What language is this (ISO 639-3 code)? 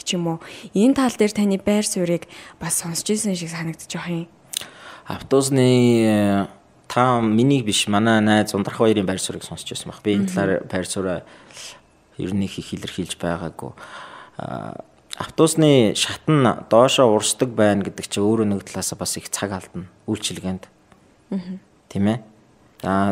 mon